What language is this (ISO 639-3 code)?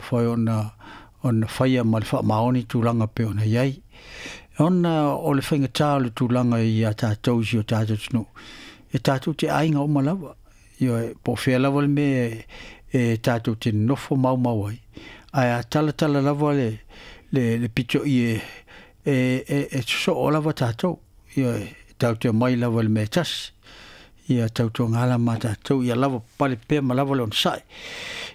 smo